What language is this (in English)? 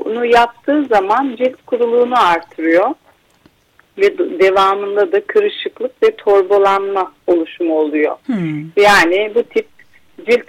Turkish